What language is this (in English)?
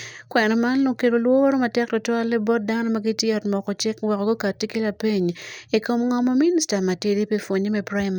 Acoli